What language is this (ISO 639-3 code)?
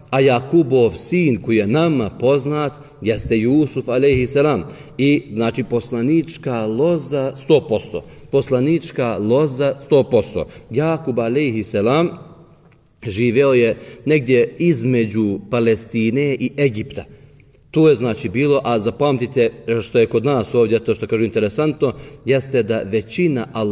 bos